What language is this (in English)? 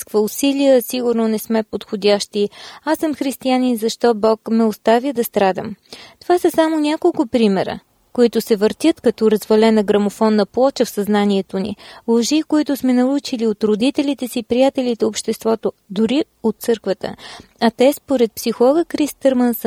Bulgarian